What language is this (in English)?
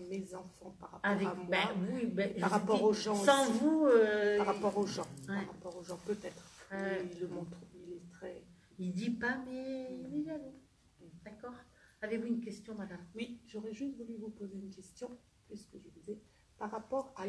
French